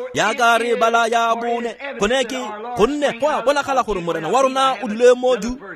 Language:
Tswana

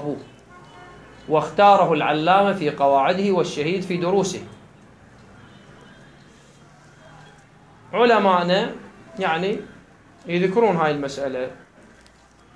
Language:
Arabic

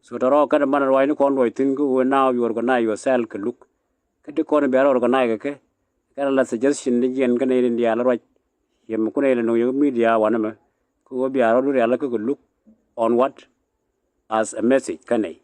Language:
Nuer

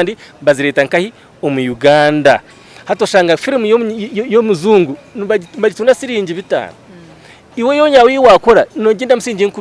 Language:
Nyankole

